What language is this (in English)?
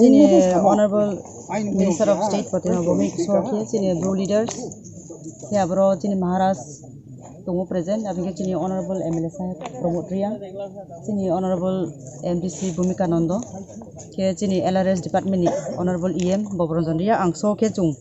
Kok Borok